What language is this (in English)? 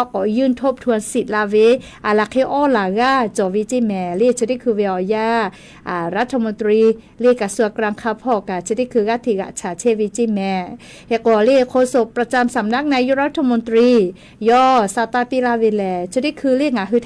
Lahu